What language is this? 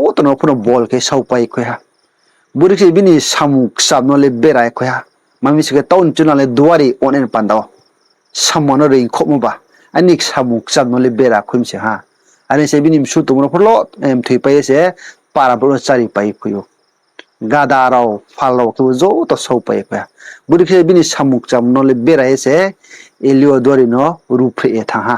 Riang (India)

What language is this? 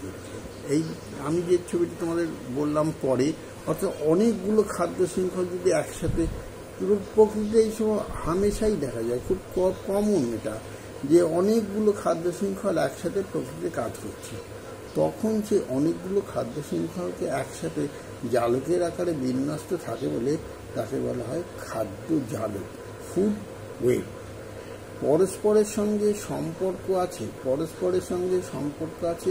Bangla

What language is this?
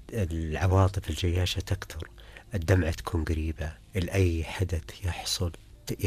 Najdi Arabic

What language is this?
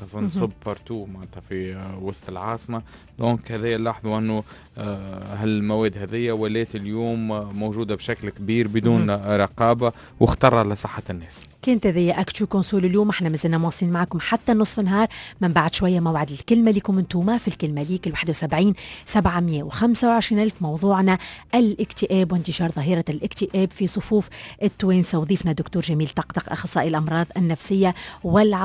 Tunisian Arabic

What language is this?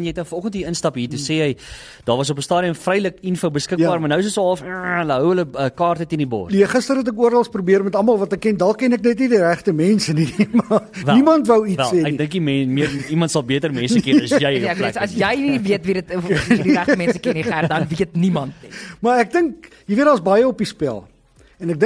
Afrikaans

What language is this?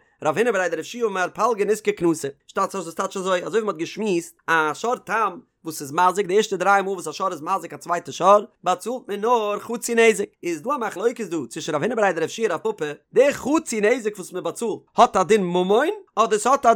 Yiddish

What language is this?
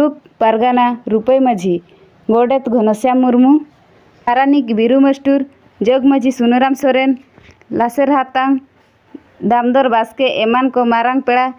Santali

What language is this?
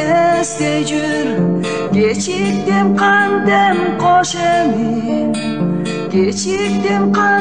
Kyrgyz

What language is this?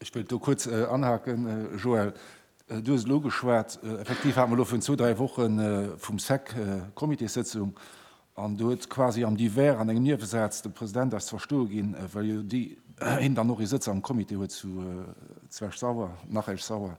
Luxembourgish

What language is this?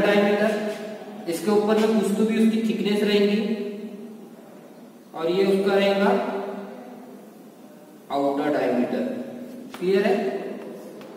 Hindi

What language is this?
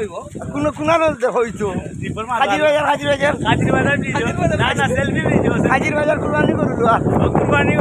Sylheti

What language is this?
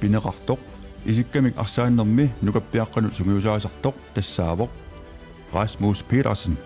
Kalaallisut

